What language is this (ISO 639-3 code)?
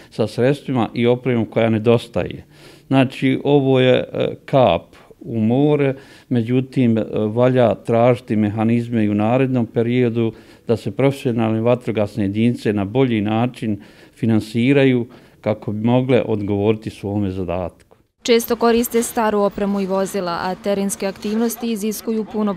bos